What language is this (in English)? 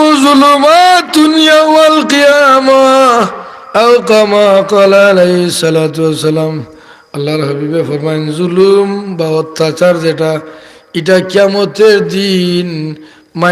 Sylheti